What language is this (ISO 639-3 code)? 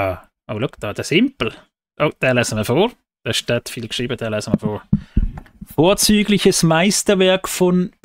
gsw